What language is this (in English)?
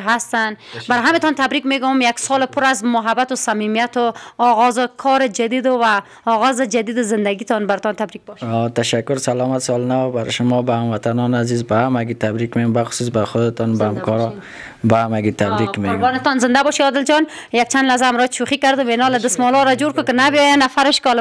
Persian